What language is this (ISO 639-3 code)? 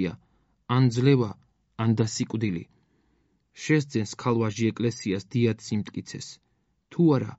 kat